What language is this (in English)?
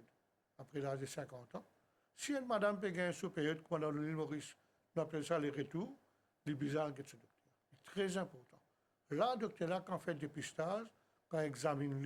Morisyen